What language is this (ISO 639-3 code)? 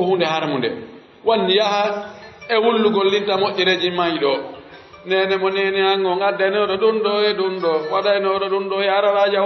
fuf